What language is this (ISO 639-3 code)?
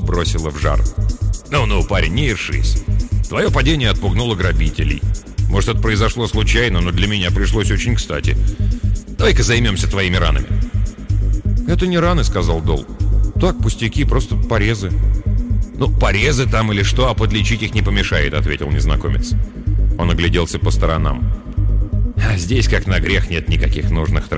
rus